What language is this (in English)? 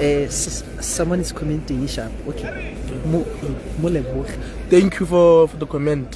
Tswana